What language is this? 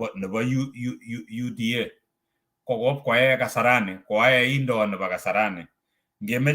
Kalenjin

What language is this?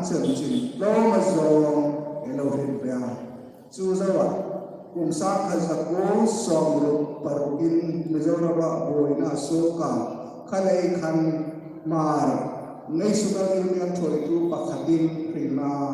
Hmar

